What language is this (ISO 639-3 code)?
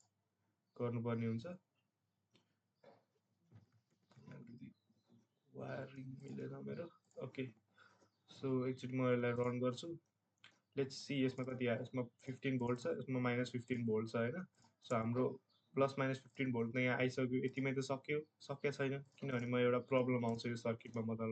nep